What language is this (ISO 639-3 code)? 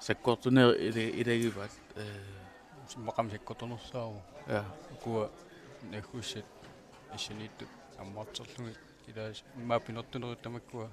kal